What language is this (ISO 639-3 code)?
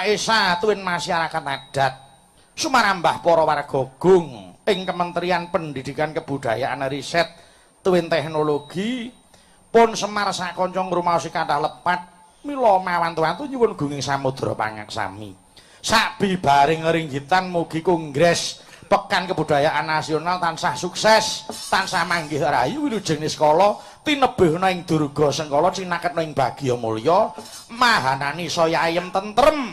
jav